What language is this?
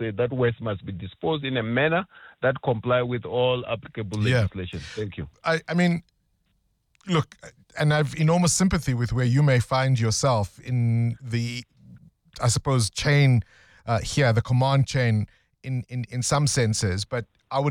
English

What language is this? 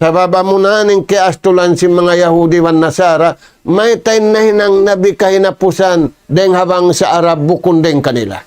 Tausug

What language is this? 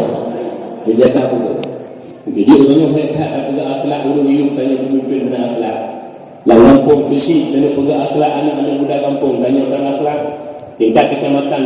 Achinese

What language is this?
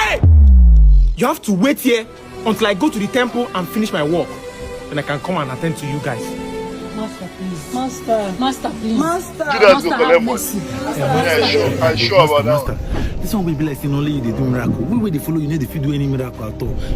Nigerian Pidgin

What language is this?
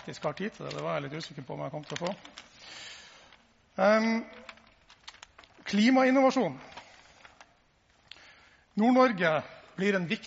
Norwegian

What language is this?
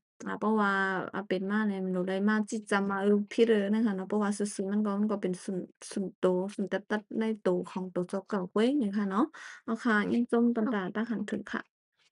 Shan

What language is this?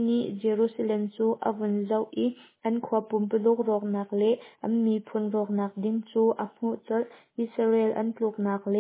Hakha Chin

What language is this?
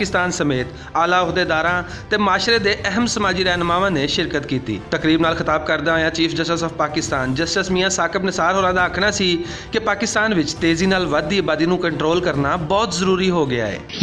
Western Panjabi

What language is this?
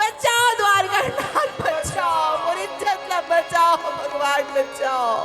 Chhattisgarhi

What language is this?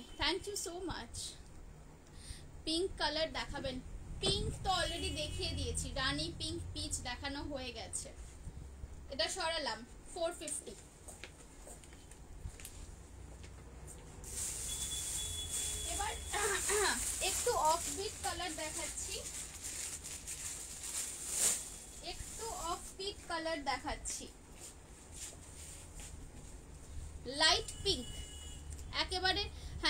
Bangla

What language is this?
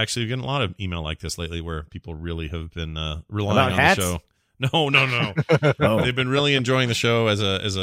English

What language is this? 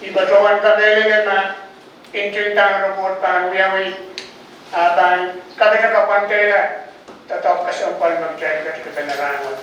Pohnpeian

